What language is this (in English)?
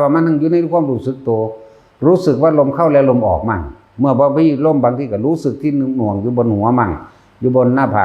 Northeastern Thai